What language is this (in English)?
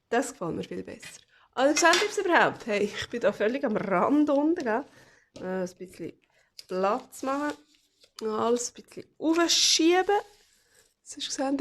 Swiss German